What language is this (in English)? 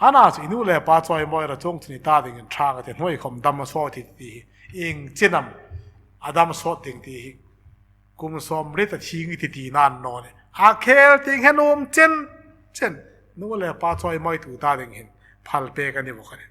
Hmar